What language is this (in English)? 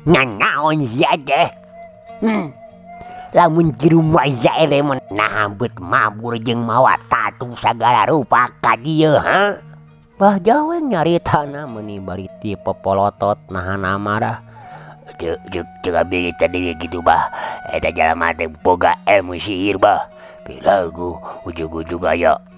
Sundanese